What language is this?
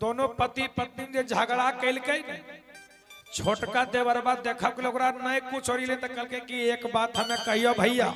Magahi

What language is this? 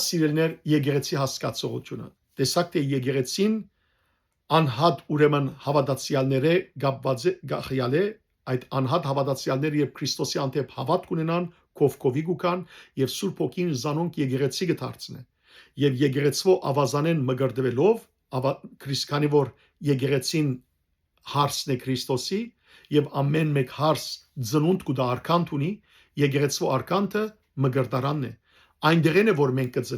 Western Armenian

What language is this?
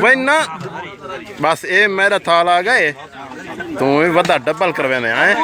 Saraiki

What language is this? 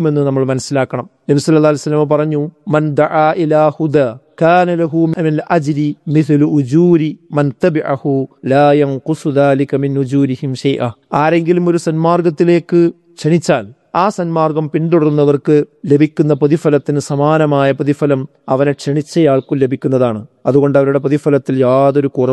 Malayalam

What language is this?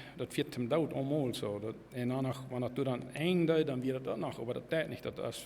Plautdietsch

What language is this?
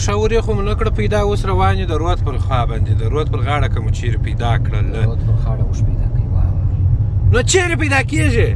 Pashto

